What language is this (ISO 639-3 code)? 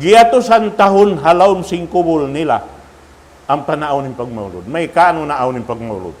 tsg